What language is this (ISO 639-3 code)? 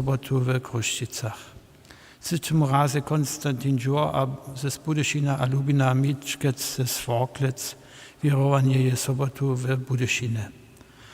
hsb